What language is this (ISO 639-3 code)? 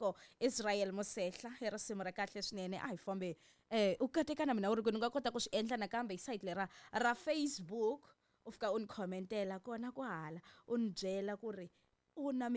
tso